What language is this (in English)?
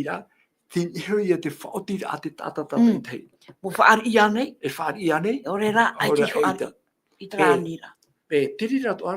Tahitian